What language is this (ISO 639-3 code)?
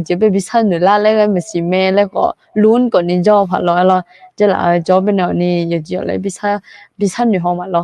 ahk